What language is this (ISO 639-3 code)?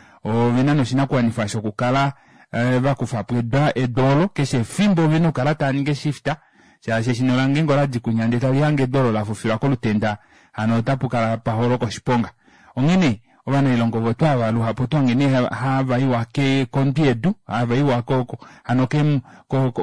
kua